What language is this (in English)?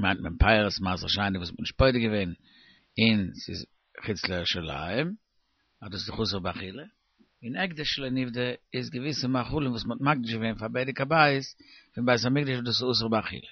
Yiddish